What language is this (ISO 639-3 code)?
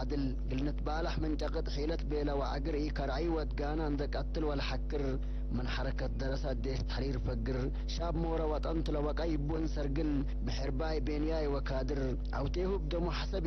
tig